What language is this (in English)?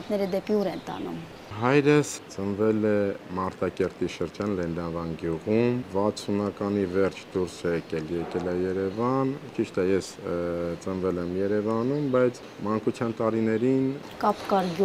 Armenian